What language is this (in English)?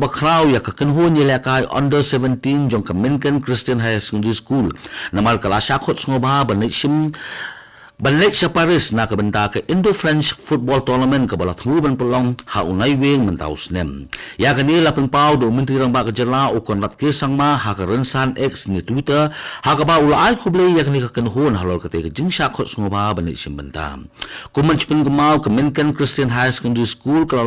Khasi